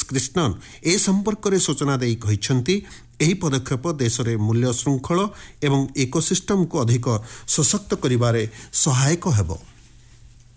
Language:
Odia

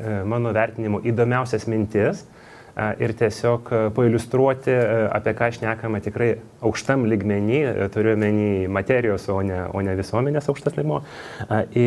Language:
Lithuanian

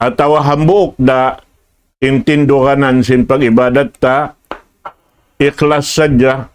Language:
Tausug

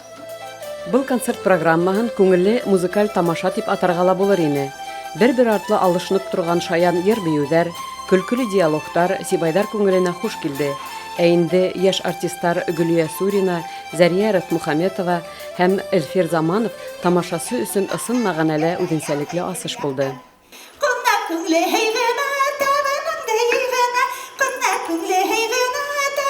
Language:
Bashkir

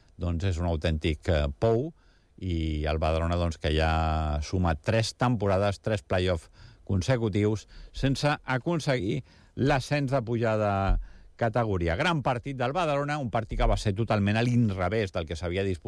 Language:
Catalan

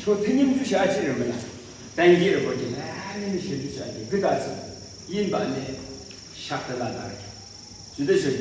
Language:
Yimchungru Naga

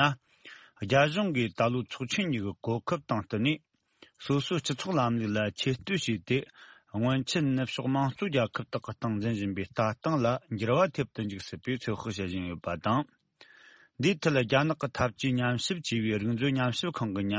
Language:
Tibetan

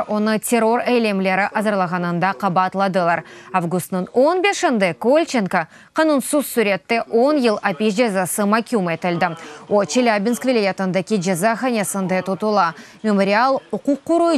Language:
Crimean Tatar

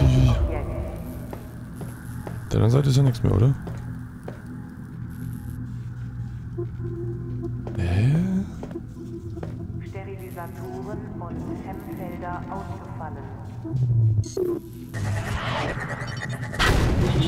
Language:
German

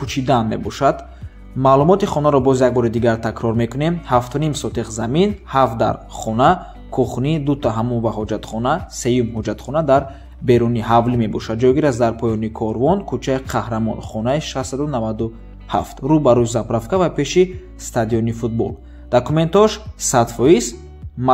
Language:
Tajik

